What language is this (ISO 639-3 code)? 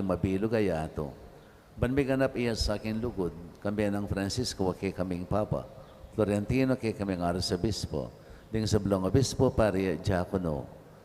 pam